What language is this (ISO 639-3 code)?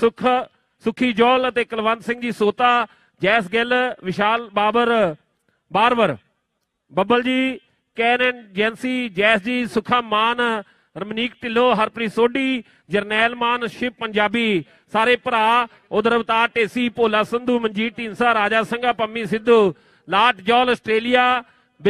pan